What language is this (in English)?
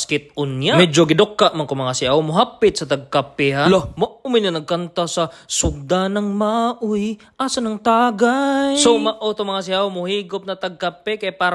Cebuano